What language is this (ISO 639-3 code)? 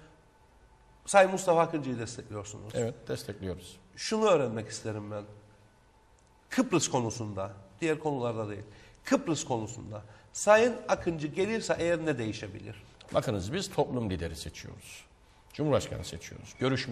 tur